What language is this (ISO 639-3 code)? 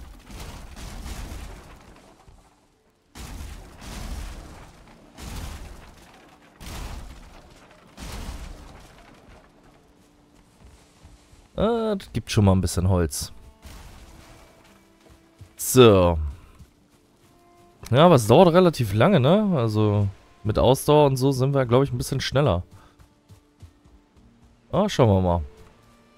deu